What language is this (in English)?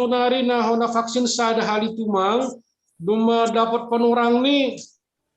Batak Simalungun